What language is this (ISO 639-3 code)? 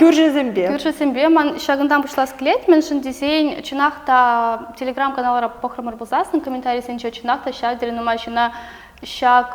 chv